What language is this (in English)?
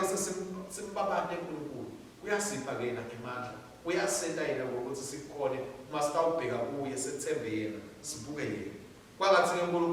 Swati